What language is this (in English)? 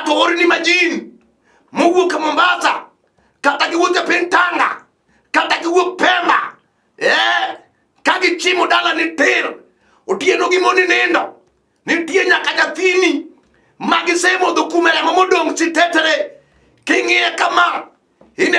Luo (Kenya and Tanzania)